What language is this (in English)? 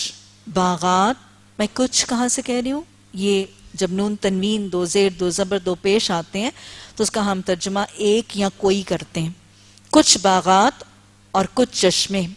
Urdu